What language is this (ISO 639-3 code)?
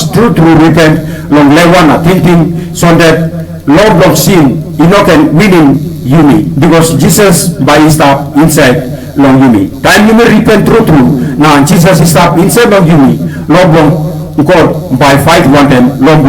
tpi